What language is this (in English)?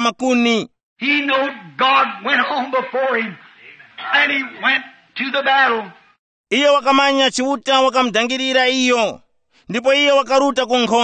Tumbuka